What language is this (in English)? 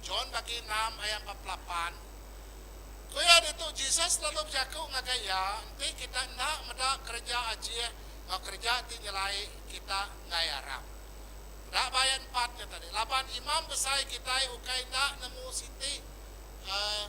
Iban